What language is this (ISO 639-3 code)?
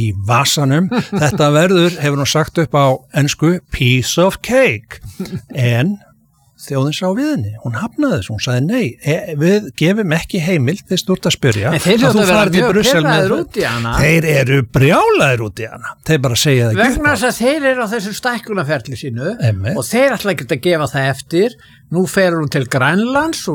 isl